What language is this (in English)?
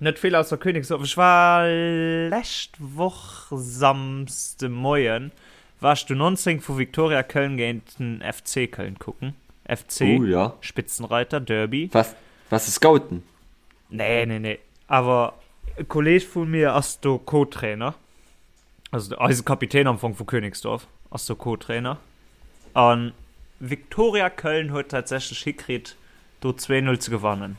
Luxembourgish